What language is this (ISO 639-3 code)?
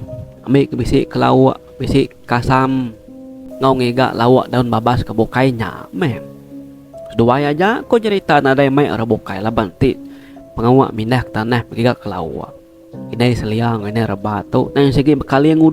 iba